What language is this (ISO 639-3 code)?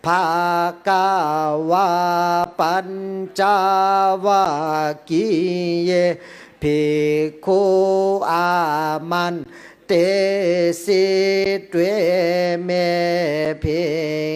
pli